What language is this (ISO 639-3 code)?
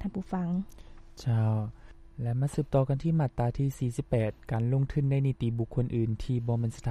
lao